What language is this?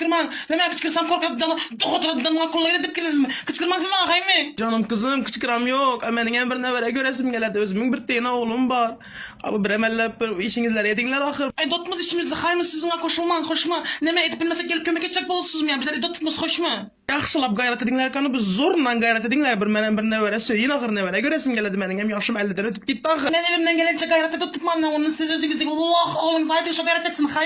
Turkmen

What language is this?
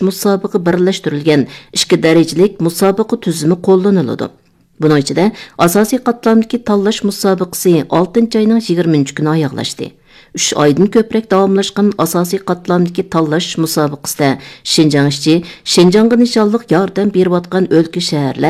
Uyghur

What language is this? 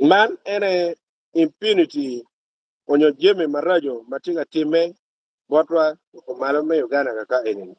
Acoli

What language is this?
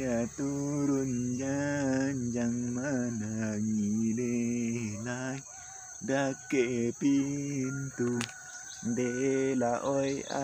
Minangkabau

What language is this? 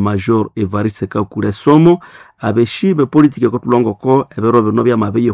Nande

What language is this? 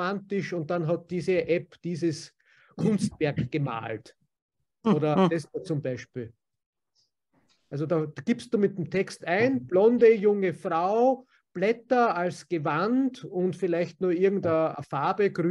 German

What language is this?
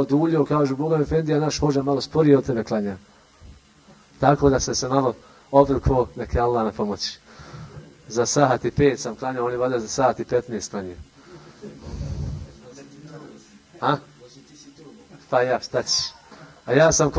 Bosnian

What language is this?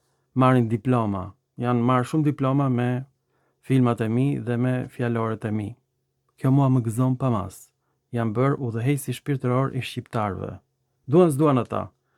Albanian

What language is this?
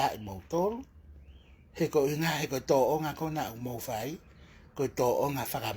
Tongan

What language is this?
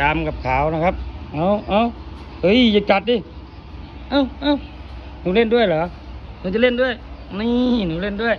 Lao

